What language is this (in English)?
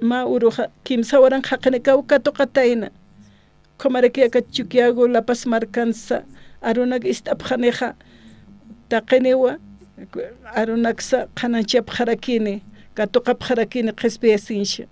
Aymara